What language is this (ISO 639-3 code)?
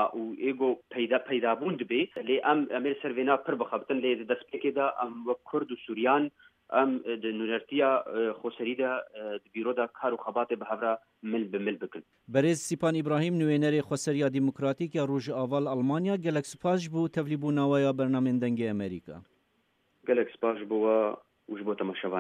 kur